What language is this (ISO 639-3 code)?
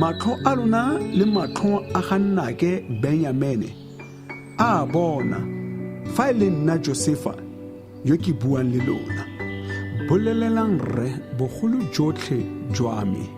tsn